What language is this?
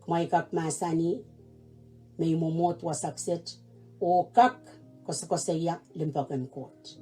Pohnpeian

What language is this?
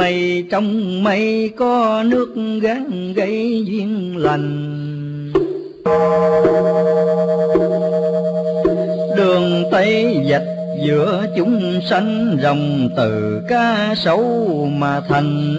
Vietnamese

